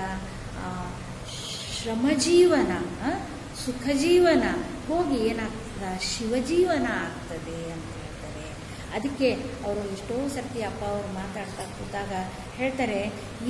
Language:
Kannada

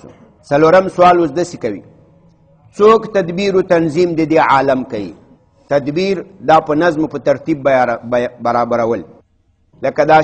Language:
Pashto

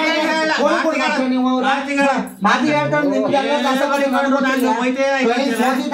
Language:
Kannada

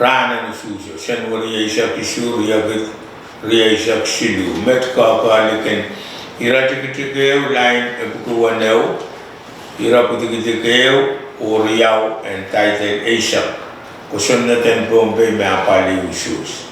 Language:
Pohnpeian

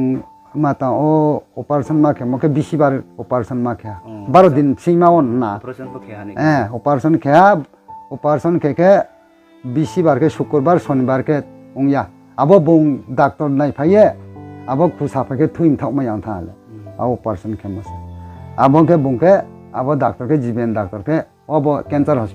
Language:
Riang (India)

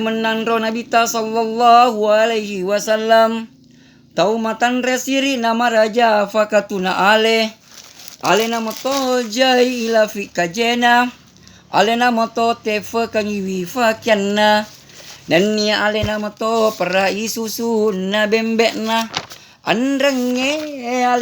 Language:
Buginese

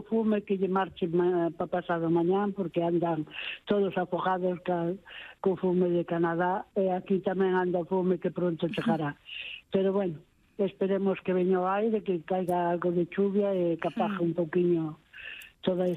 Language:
Galician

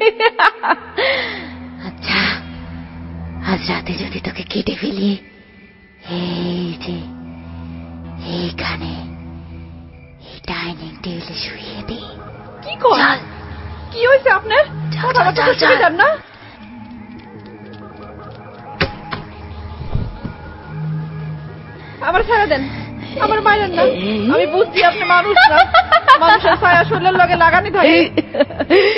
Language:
Bangla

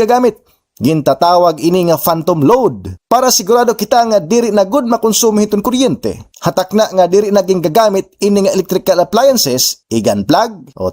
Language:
Waray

